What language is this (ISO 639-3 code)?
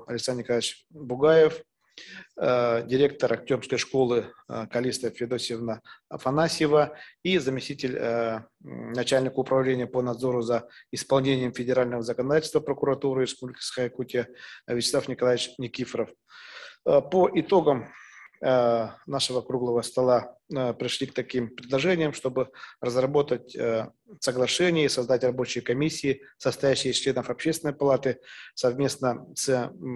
rus